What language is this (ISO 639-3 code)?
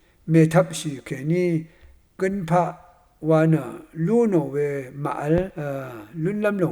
raw